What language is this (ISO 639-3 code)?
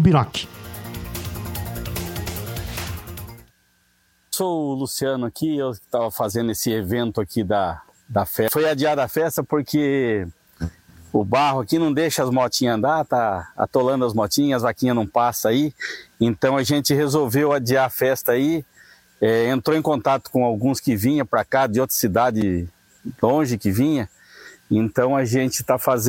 por